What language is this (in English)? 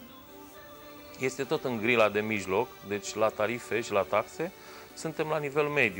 Romanian